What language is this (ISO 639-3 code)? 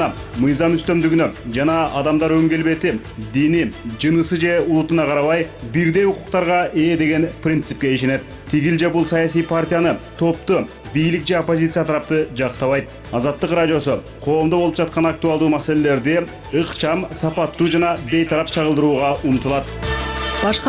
kir